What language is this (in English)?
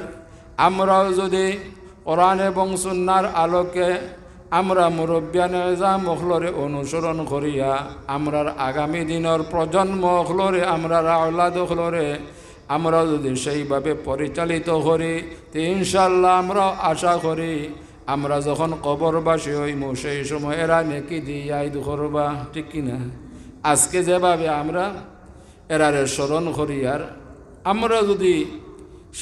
Sylheti